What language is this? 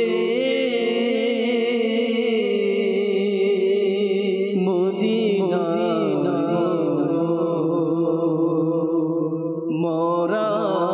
Bangla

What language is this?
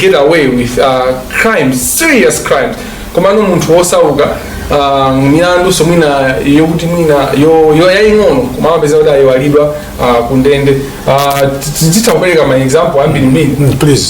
Nyanja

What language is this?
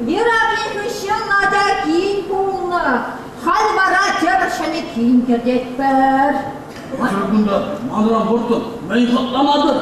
Chuvash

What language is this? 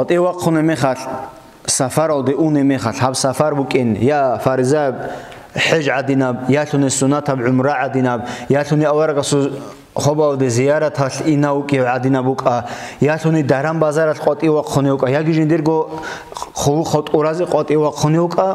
Avaric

